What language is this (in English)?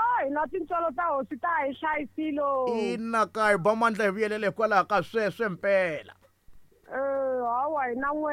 Tsonga